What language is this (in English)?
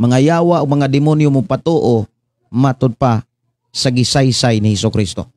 Cebuano